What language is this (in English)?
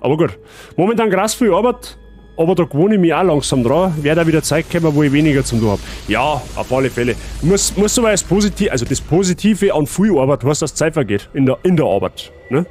Bavarian